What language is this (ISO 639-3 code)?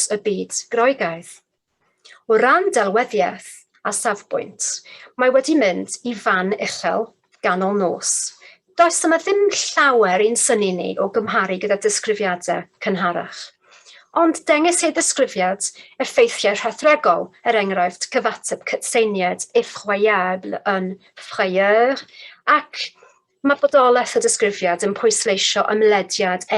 cym